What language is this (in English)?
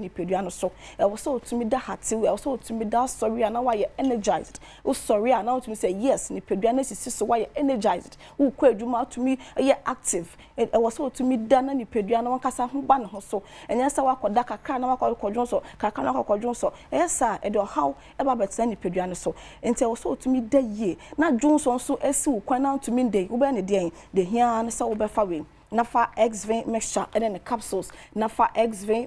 Akan